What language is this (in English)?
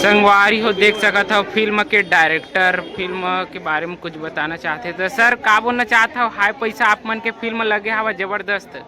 Chhattisgarhi